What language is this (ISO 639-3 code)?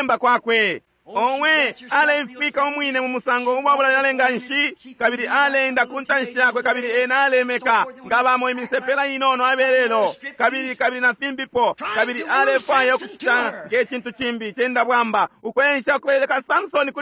bem